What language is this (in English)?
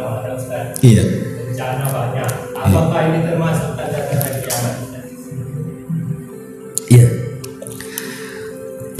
Indonesian